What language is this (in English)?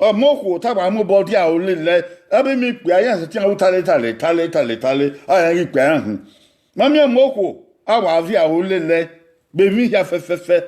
Bini